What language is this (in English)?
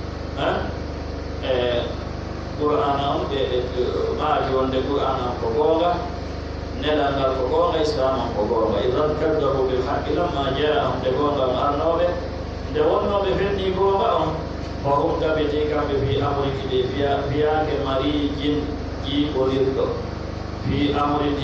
Pular